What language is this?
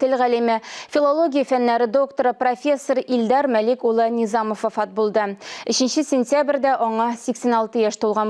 Tatar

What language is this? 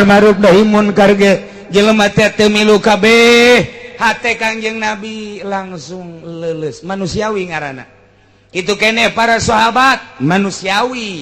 Sundanese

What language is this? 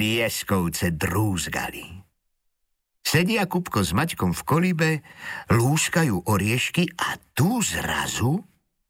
Slovak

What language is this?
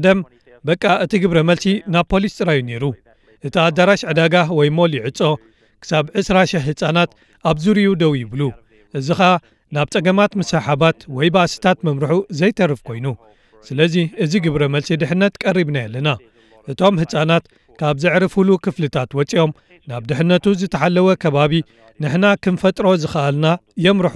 Tigrinya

